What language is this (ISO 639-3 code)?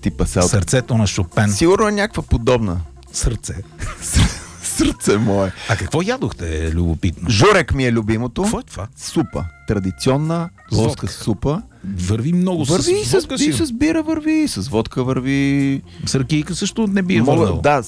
bul